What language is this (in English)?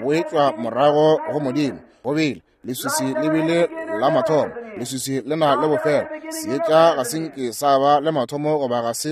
Northern Sotho